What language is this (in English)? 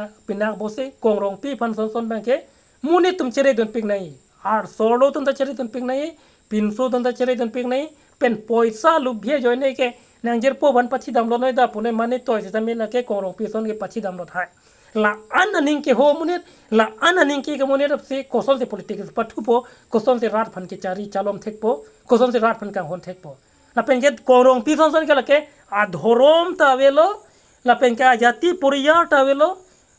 Karbi